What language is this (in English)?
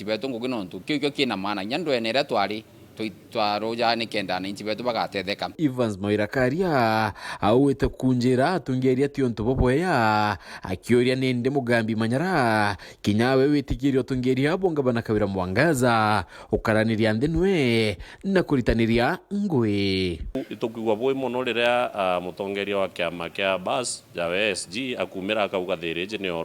Meru